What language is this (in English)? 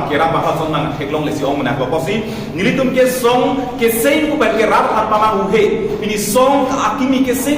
Karbi